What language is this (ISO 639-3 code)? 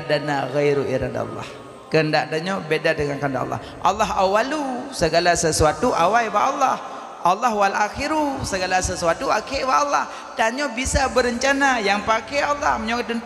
ace